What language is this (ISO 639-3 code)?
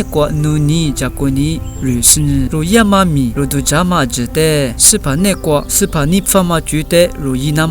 lis